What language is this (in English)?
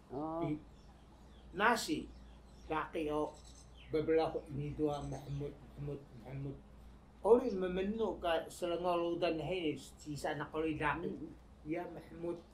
Taroko